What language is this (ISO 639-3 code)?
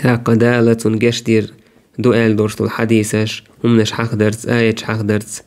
che